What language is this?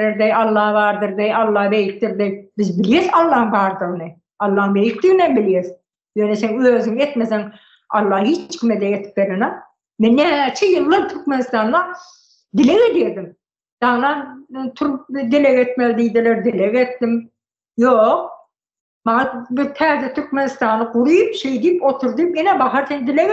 Turkmen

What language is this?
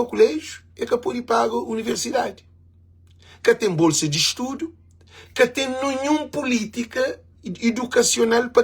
Kabuverdianu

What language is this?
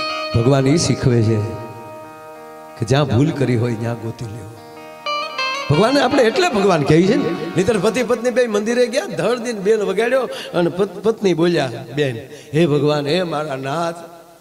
Gujarati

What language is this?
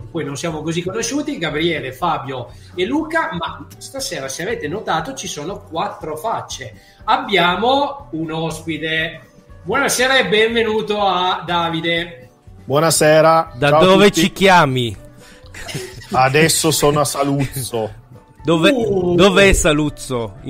Italian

